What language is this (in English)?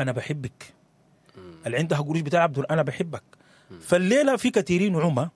Sudanese Arabic